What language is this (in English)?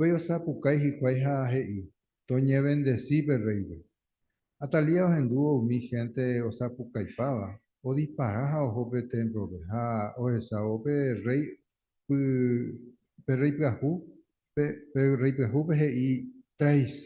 Guarani